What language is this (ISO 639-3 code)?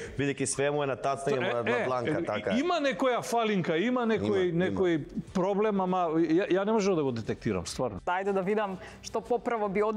mkd